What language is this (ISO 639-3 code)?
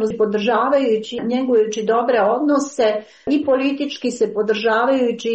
srp